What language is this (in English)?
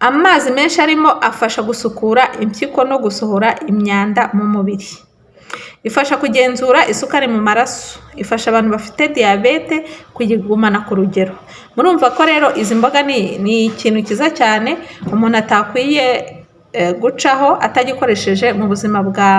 Kinyarwanda